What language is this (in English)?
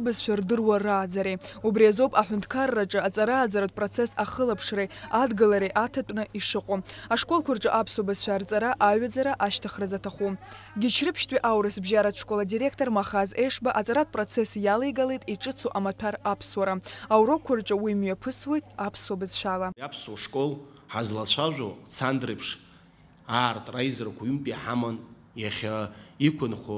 Abkhazian